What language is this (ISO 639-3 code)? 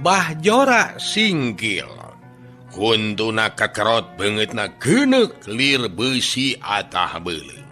sun